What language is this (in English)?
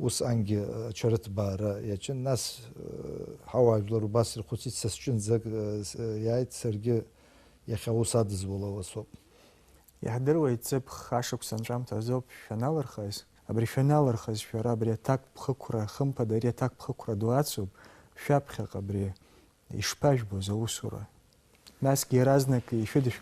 Abkhazian